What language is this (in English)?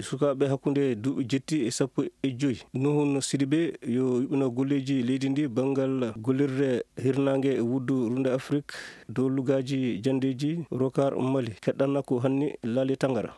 Fula